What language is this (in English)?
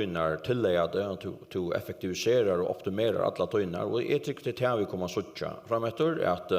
Faroese